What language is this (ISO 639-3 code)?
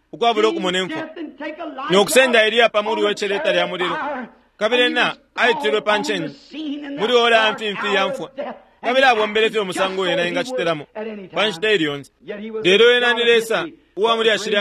bem